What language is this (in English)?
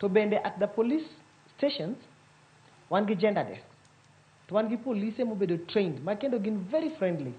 Luo (Kenya and Tanzania)